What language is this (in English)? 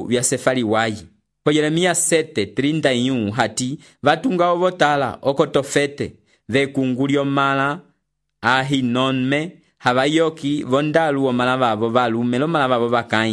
Umbundu